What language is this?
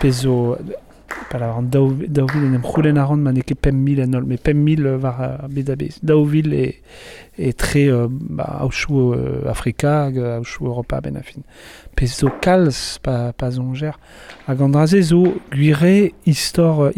Breton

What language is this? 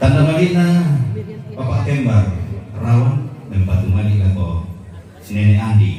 Toraja-Sa'dan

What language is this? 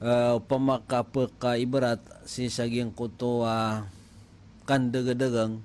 Maranao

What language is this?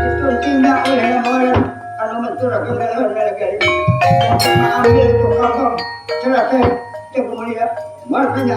Banjar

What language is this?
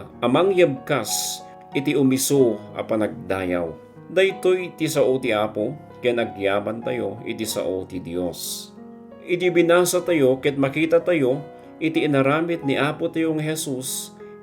Iloko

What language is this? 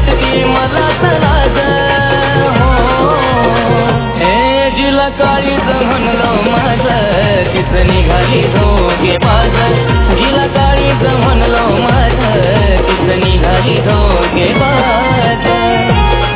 Marathi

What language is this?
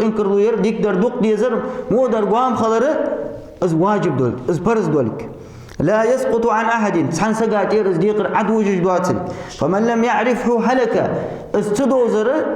Ingush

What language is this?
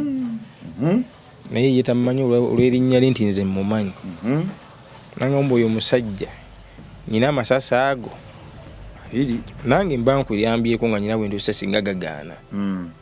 Ganda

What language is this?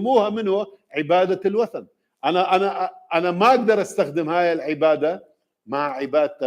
Mesopotamian Arabic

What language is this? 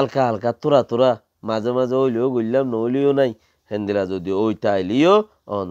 Rohingya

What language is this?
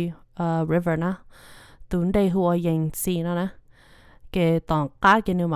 Hmong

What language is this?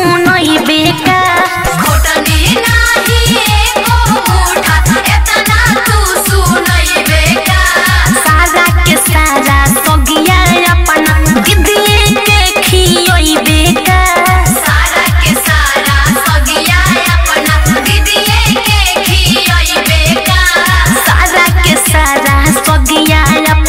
Bhojpuri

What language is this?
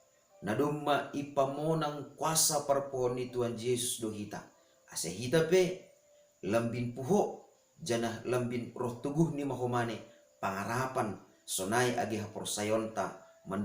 Batak Simalungun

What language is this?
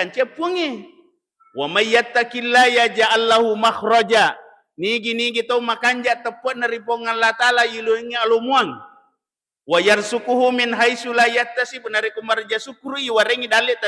Buginese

